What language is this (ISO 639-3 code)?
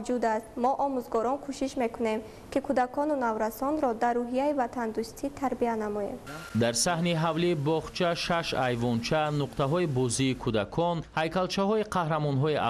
tgk